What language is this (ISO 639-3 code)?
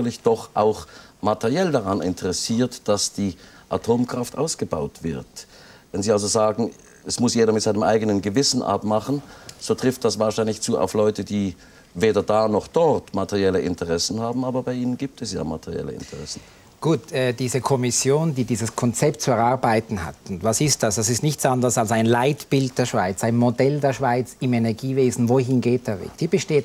deu